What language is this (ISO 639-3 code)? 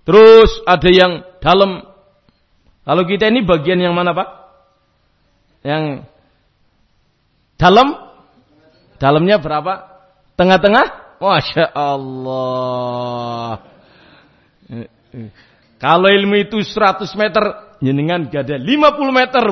ind